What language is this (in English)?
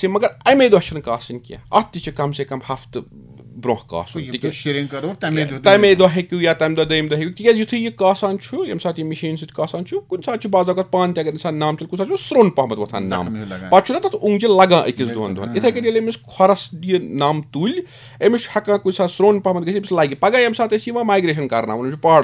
Kashmiri